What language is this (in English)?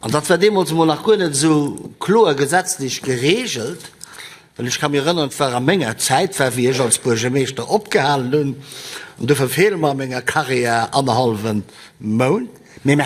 Luxembourgish